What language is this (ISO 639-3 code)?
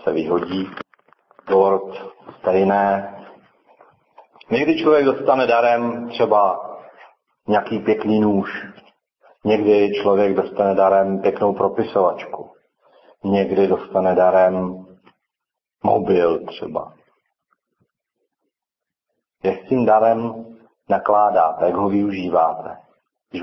ces